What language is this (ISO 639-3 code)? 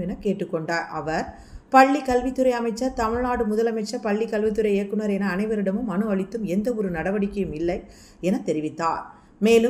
tam